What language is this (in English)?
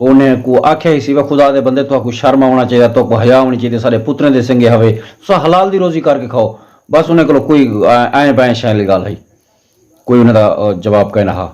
Saraiki